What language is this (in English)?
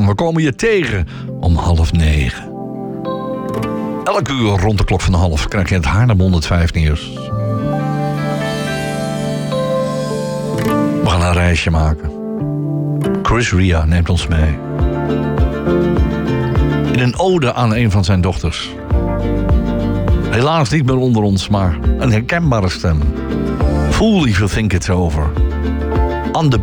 Dutch